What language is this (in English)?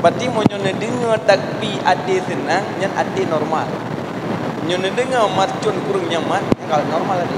Achinese